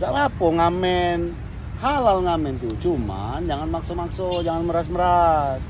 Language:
Musi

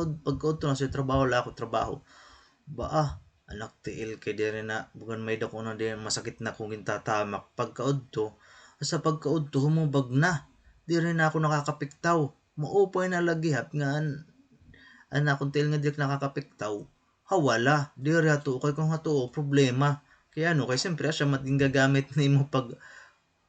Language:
Waray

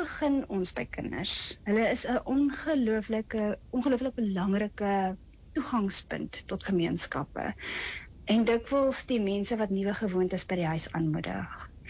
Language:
Afrikaans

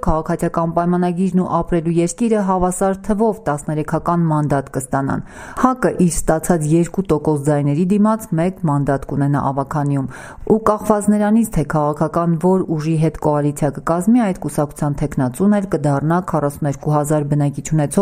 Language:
Armenian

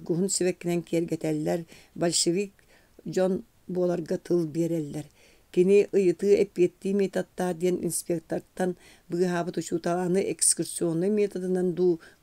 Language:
Yakut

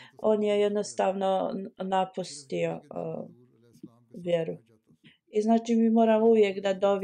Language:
Bosnian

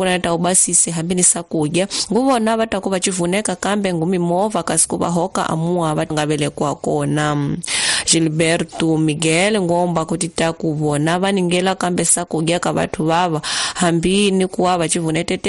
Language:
Tsonga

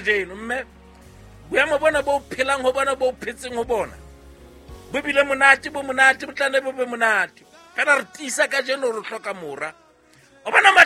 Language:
Southern Sotho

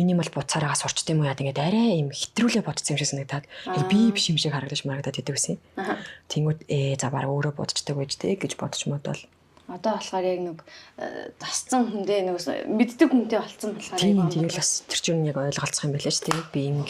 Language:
Mongolian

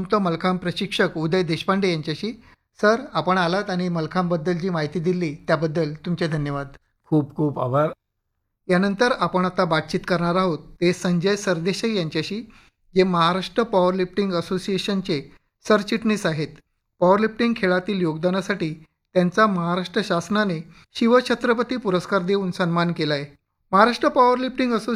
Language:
Marathi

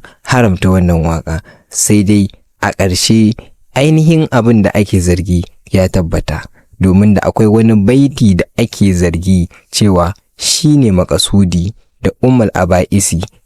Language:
Hausa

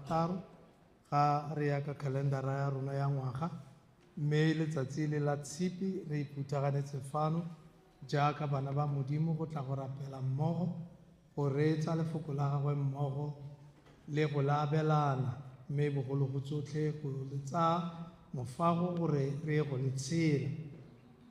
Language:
Tswana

